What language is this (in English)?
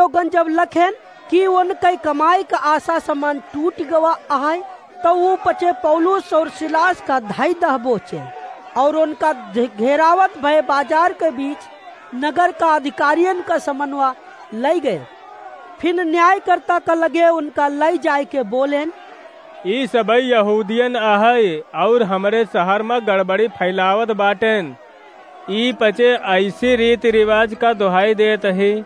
Awadhi